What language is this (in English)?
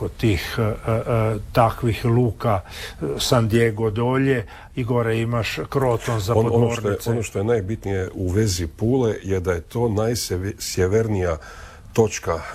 Croatian